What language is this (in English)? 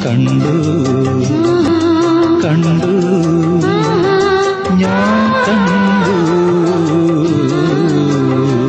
Malayalam